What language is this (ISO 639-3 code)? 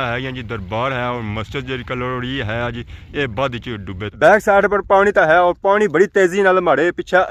phr